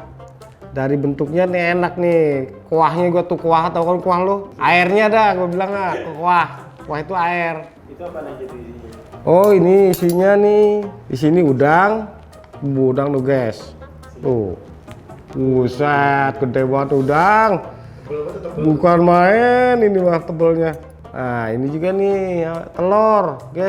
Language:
Betawi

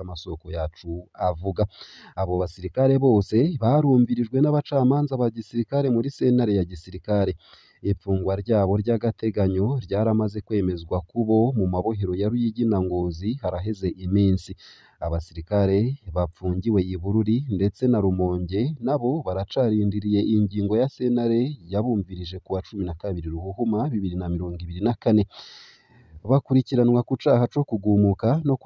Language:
Rundi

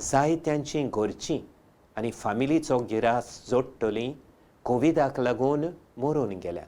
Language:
Konkani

